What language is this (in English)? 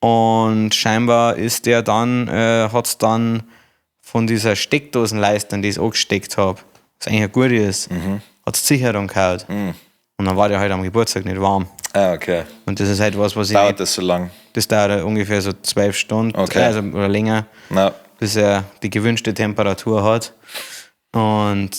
Bavarian